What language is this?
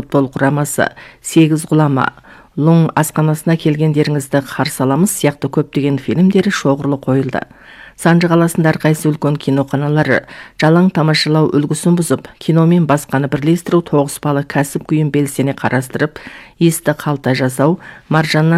Kazakh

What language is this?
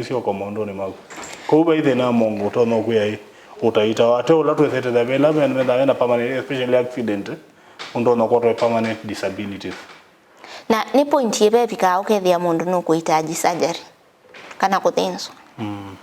Kamba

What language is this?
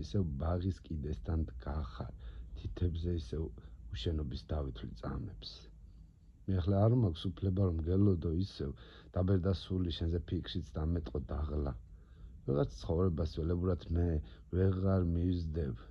Georgian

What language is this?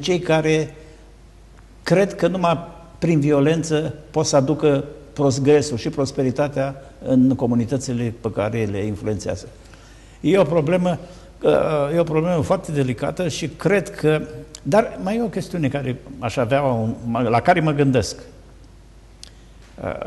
Romanian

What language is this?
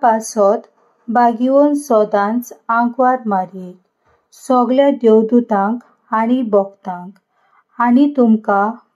Konkani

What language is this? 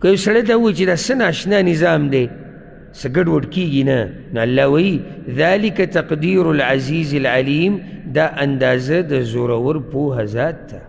Pashto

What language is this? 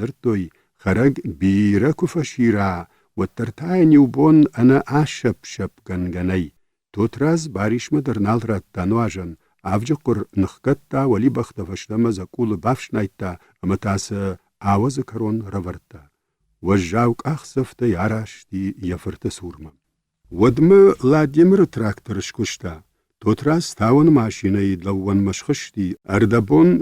Ossetic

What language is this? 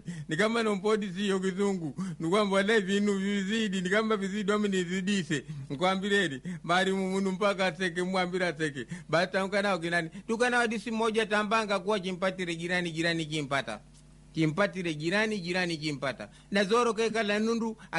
Swahili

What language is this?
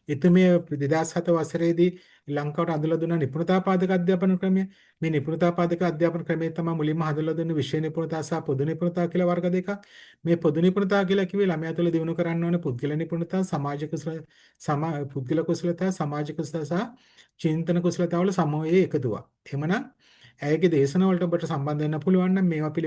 Sinhala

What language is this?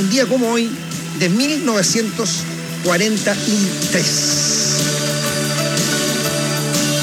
Spanish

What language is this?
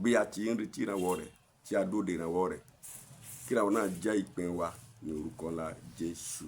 Yoruba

